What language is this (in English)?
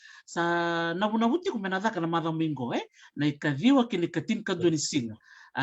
Fijian